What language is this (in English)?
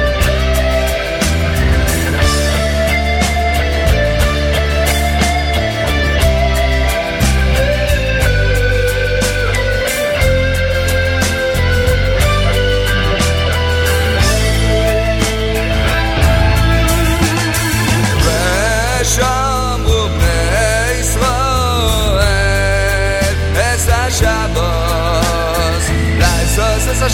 Hebrew